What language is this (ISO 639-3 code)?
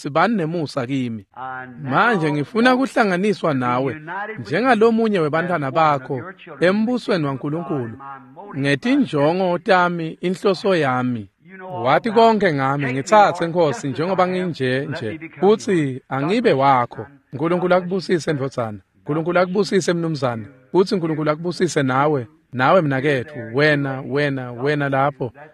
ssw